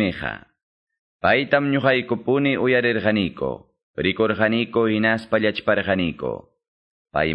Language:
Quechua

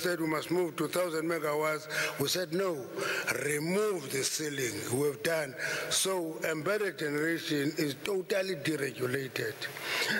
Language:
English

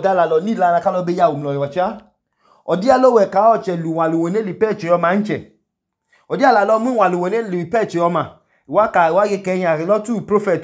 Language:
Idoma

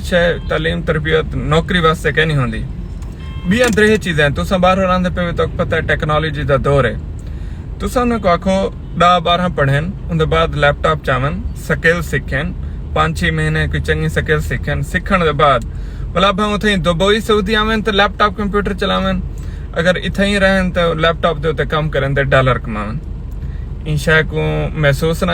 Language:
Saraiki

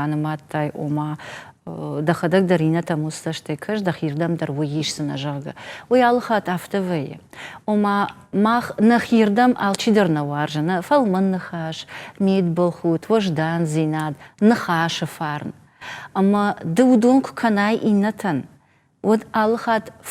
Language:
Ossetic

